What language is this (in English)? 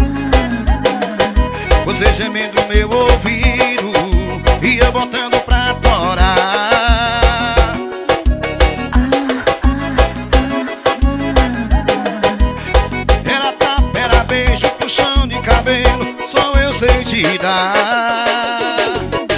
Portuguese